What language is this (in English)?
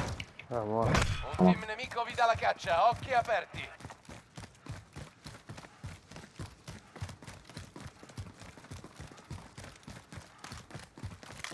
Italian